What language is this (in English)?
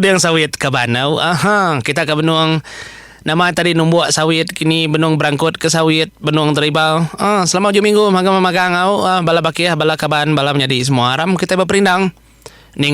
Iban